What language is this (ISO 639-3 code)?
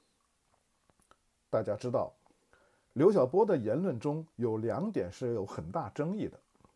zho